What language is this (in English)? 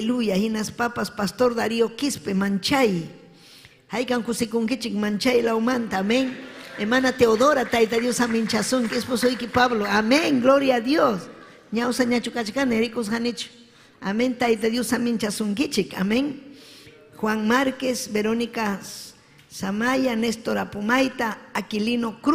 Ayacucho Quechua